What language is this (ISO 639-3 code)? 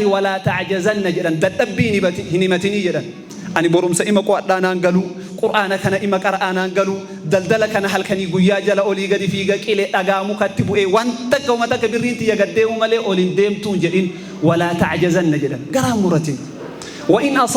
orm